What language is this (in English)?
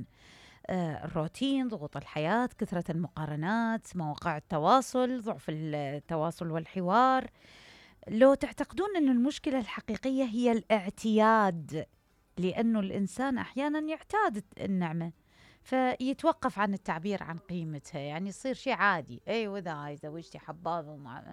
Mesopotamian Arabic